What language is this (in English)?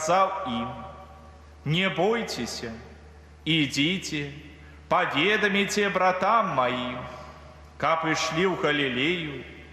Belarusian